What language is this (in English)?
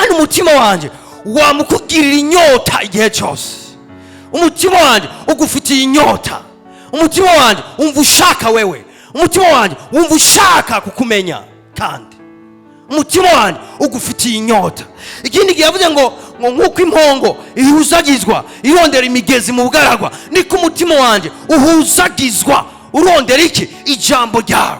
Rundi